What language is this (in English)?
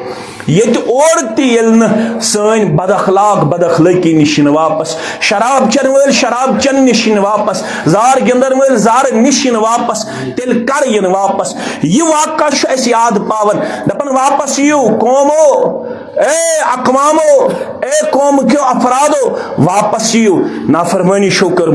Kashmiri